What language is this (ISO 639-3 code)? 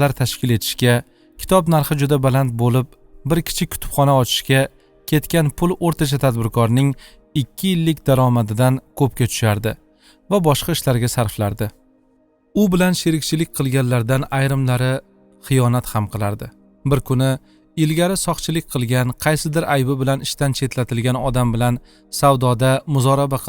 uzb